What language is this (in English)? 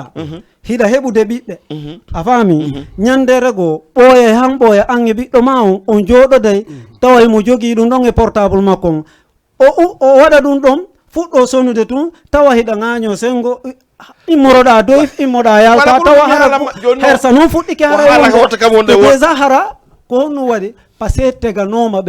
Fula